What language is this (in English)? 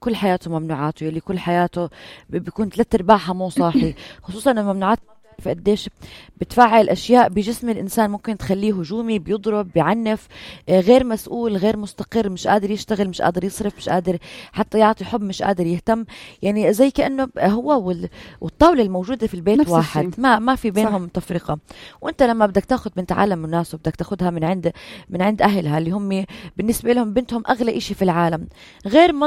North Levantine Arabic